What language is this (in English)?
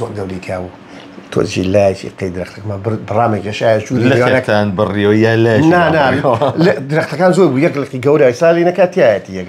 Central Kurdish